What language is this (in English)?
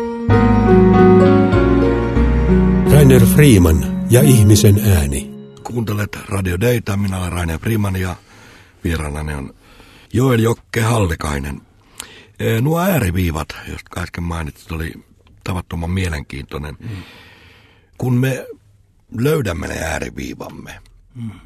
Finnish